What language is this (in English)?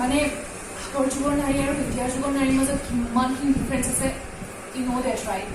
Assamese